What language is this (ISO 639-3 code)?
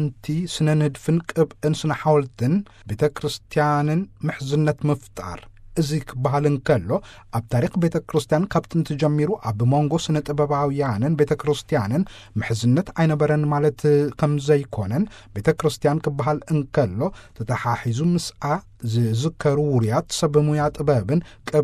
tir